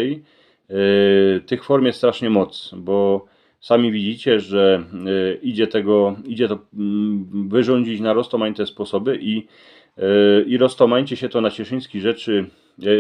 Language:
Silesian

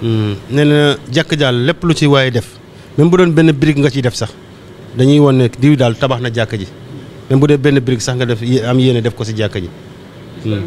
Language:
Wolof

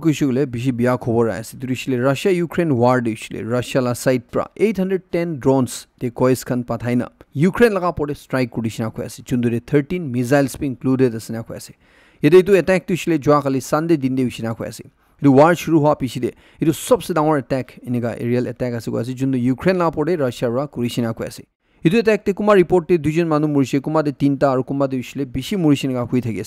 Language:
Naga Pidgin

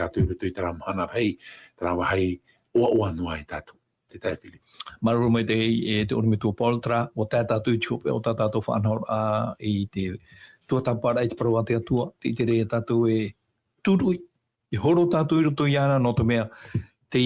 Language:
Tahitian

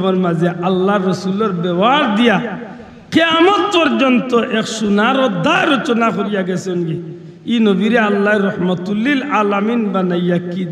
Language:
Sylheti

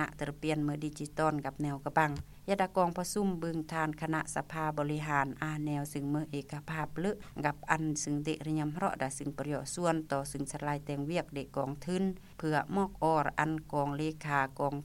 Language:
Lao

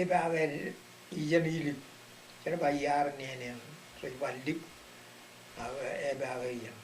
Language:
Marshallese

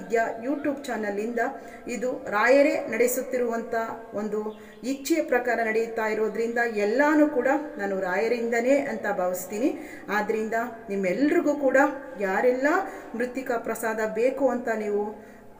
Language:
Kannada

